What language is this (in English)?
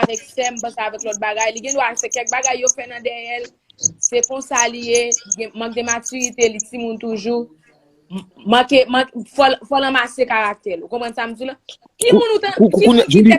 Haitian Creole